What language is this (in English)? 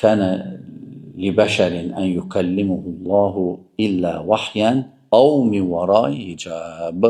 Azerbaijani